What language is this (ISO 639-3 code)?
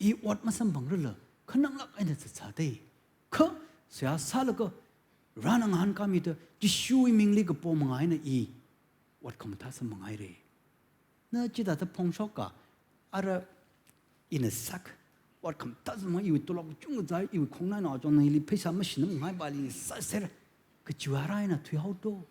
nmf